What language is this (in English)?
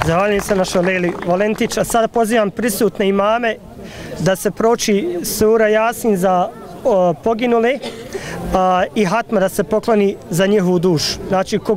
Bosnian